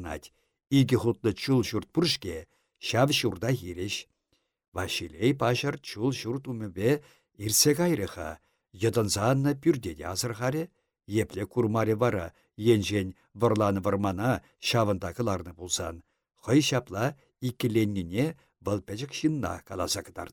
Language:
Chuvash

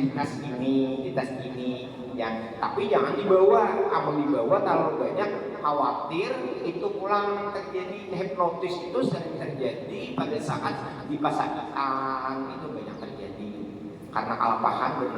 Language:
Banjar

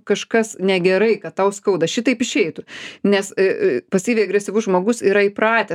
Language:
Lithuanian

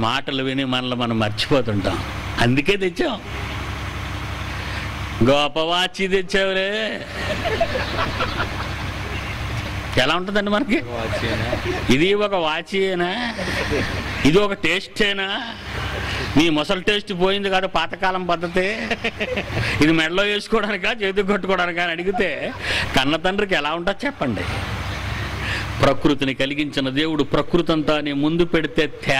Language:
Telugu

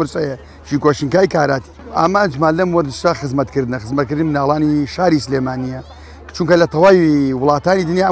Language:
Central Kurdish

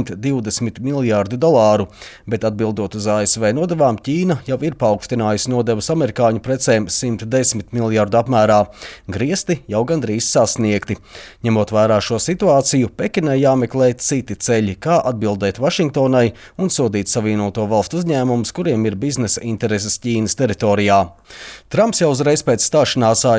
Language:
Latvian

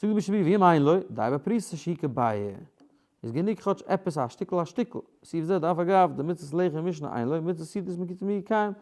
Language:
Yiddish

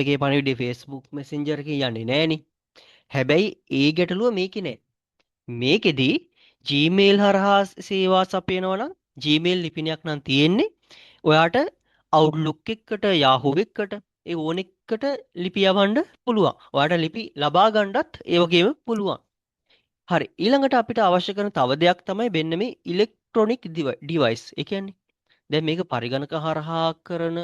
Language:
Sinhala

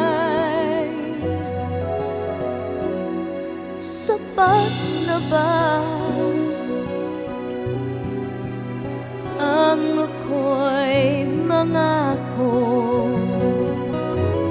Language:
Filipino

